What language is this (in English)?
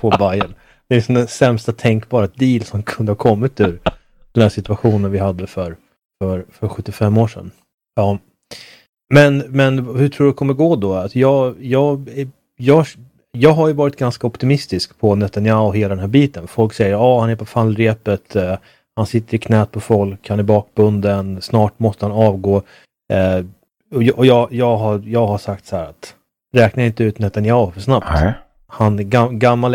Swedish